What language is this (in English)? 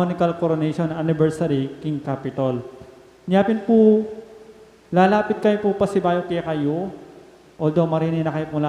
Pampanga